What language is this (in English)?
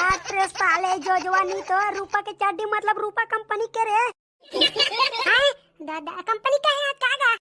Chhattisgarhi